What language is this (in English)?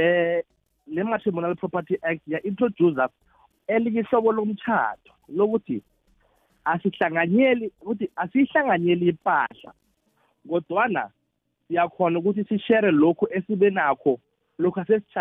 South Ndebele